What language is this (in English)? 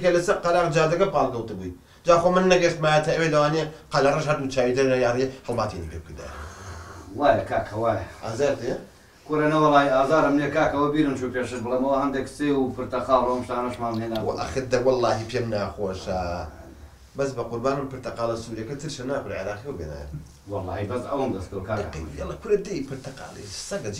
Central Kurdish